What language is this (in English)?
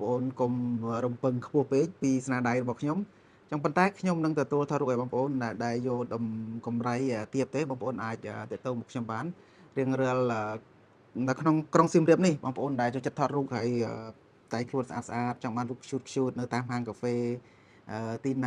Khmer